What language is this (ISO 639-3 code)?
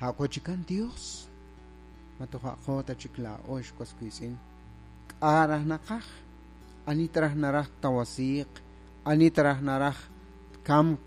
kek